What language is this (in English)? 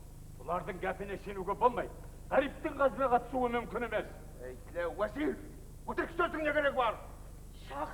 Kara-Kalpak